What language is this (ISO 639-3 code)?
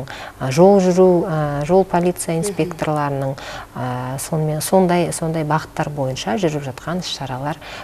kaz